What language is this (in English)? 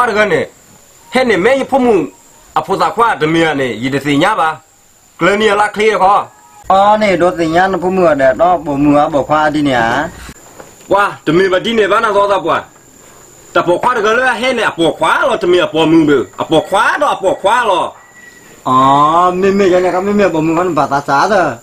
S'gaw Karen